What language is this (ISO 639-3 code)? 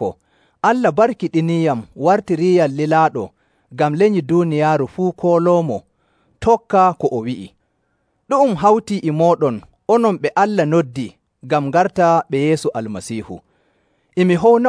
fuv